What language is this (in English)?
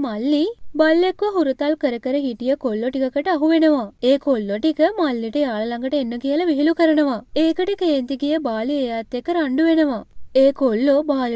Sinhala